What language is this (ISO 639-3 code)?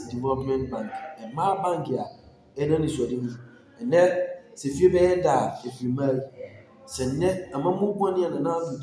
aka